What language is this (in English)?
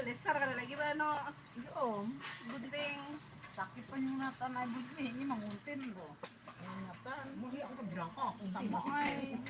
Banjar